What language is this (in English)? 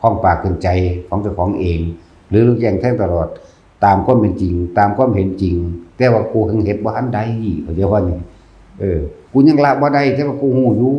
Northeastern Thai